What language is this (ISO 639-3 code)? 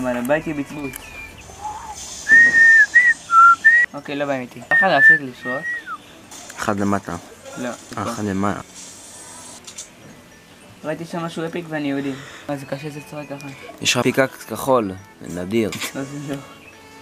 heb